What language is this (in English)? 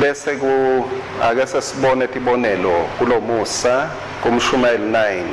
Swati